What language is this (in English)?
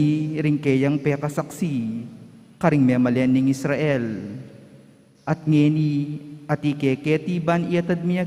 Pampanga